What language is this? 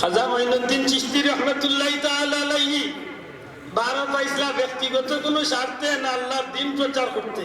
Sylheti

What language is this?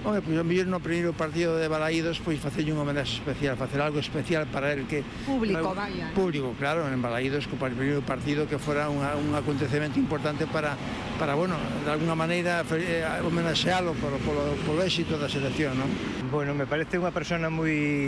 Galician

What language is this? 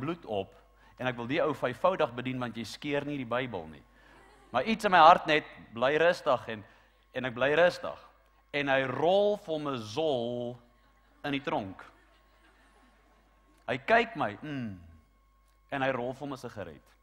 Afrikaans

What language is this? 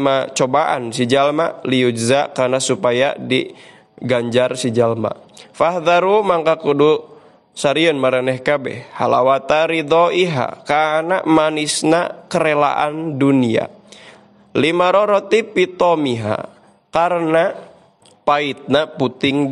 Sundanese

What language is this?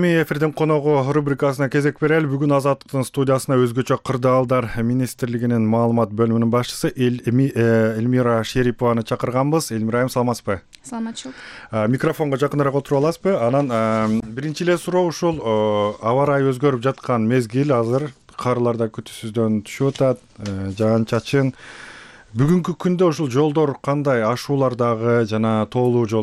Kyrgyz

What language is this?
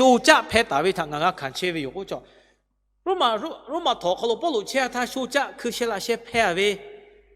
Lahu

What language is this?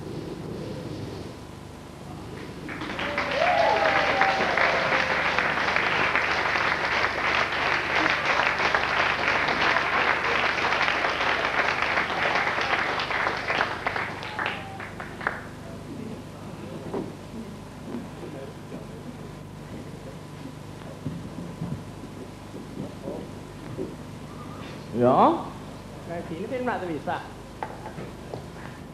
Norwegian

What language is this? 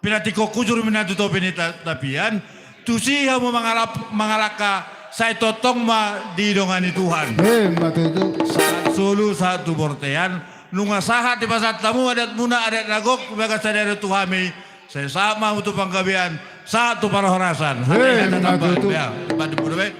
Batak Toba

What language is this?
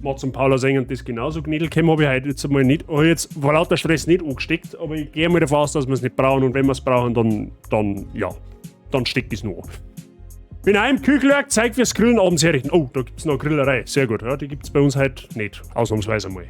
Bavarian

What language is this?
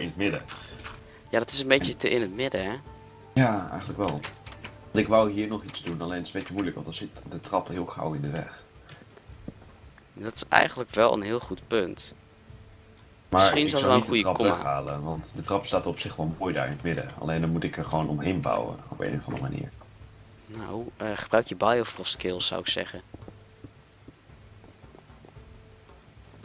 Dutch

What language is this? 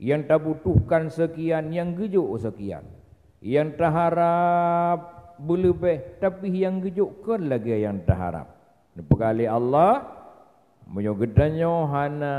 Achinese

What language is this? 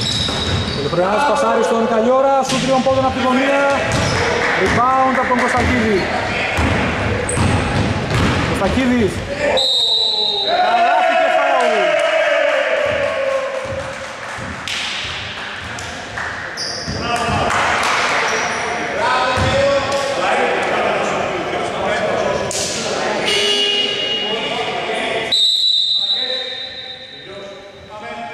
Greek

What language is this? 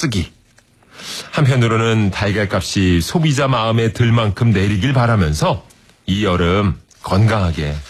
Korean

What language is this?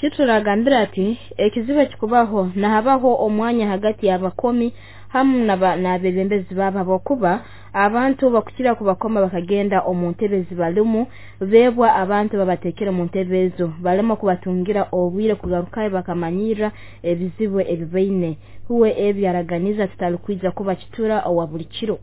Nyoro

